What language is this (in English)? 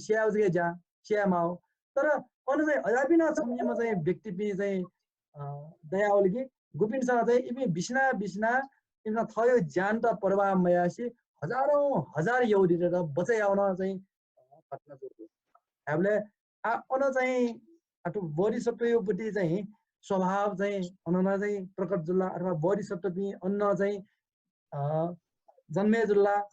Newari